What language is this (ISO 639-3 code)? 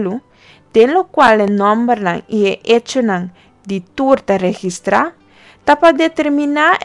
pap